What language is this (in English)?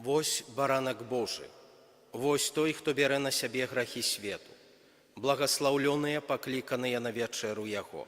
Belarusian